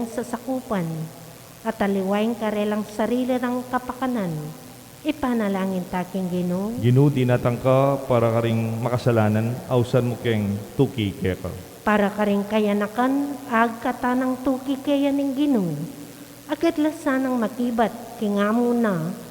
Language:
Pampanga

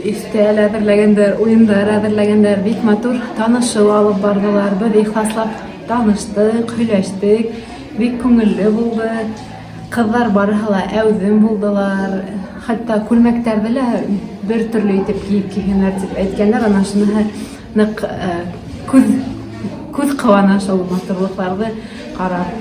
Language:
Bashkir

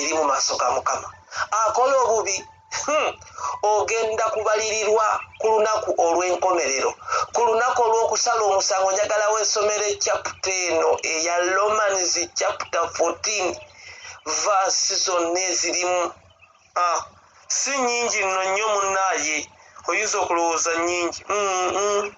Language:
Ganda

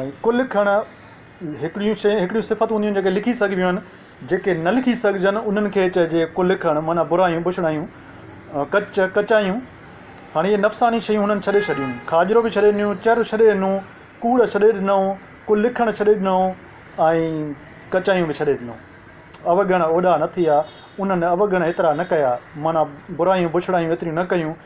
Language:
Sindhi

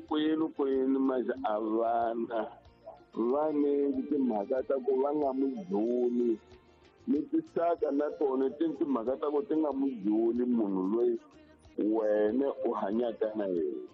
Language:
Tsonga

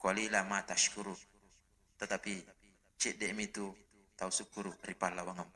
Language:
Buginese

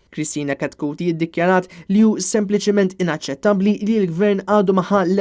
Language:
Maltese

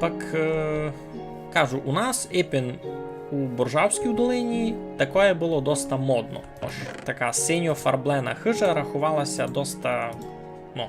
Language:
Rusyn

